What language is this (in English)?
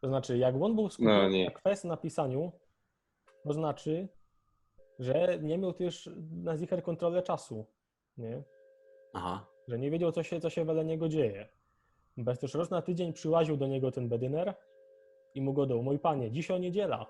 Silesian